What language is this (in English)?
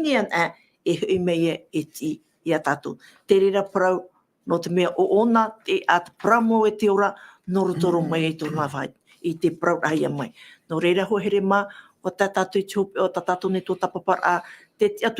Tahitian